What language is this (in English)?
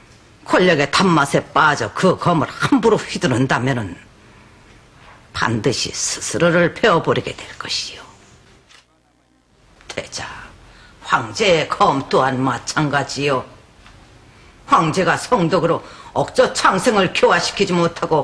Korean